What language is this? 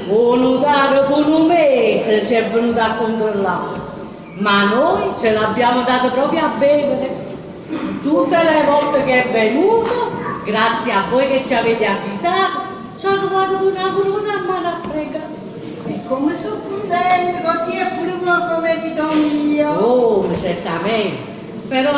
Neapolitan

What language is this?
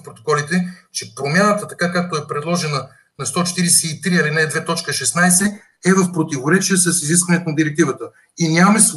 Bulgarian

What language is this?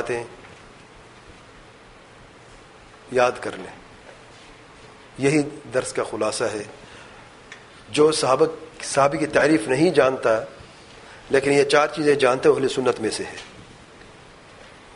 Urdu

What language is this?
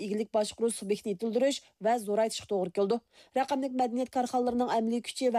Uyghur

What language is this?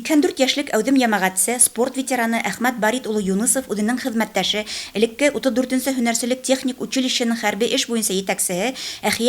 Bashkir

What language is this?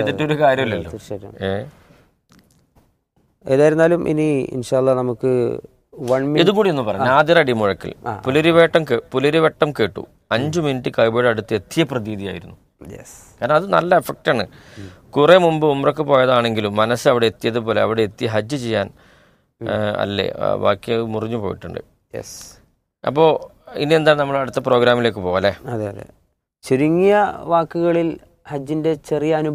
Malayalam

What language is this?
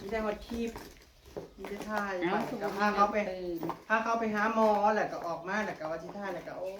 Northeastern Thai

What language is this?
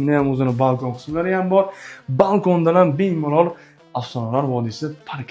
Uzbek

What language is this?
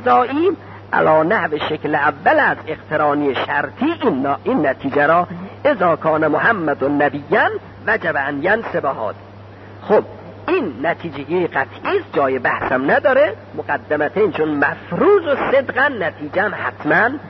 Persian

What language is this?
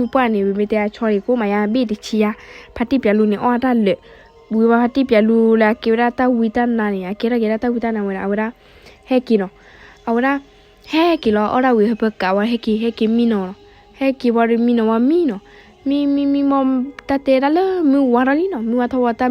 S'gaw Karen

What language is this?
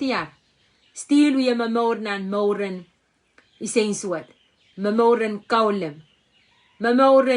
Pohnpeian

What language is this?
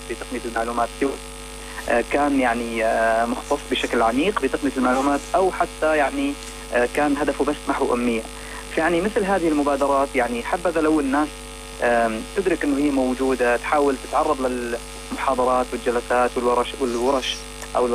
North Levantine Arabic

